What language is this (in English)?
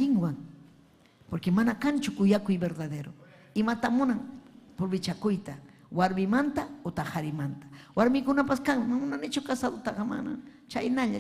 Ayacucho Quechua